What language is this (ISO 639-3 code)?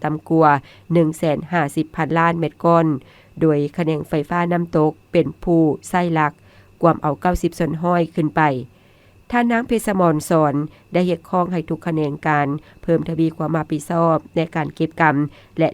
lao